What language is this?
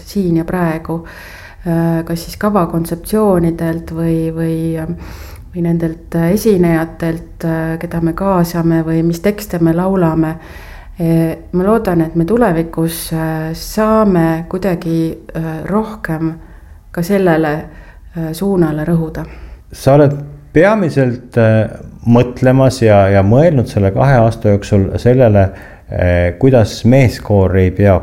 Estonian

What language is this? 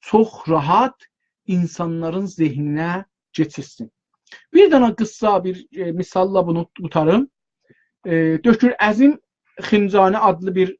South Azerbaijani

